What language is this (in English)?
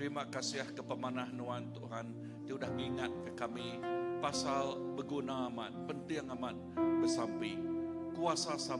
Iban